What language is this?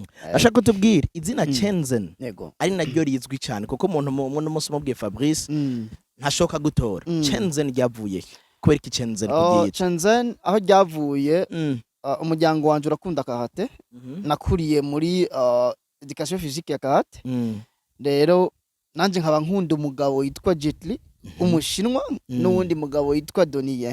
Rundi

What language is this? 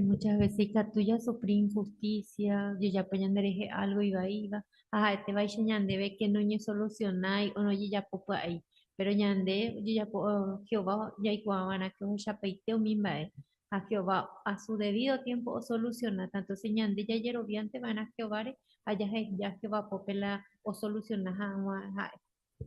Guarani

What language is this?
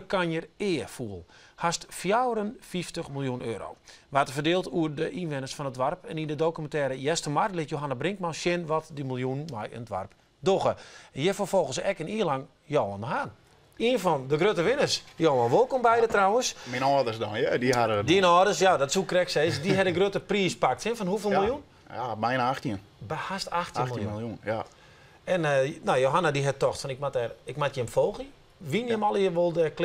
Western Frisian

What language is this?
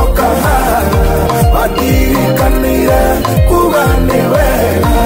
Kikuyu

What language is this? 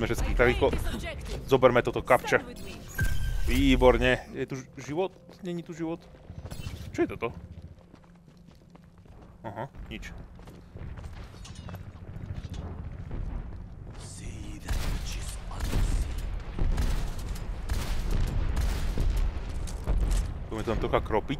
Slovak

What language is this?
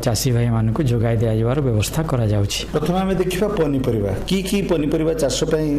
Odia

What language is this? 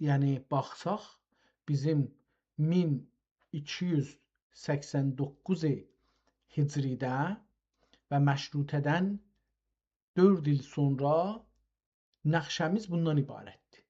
South Azerbaijani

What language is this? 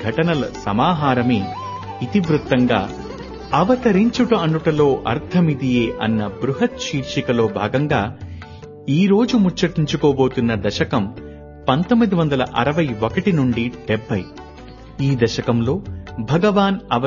Telugu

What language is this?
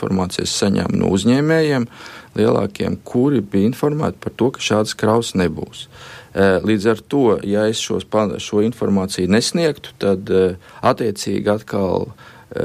Latvian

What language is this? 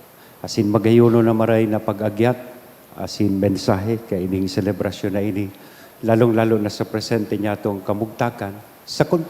Bikol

